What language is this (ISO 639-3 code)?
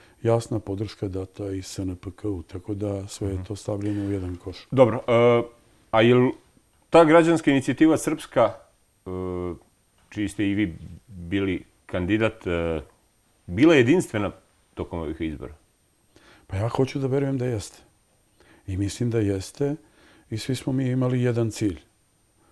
srp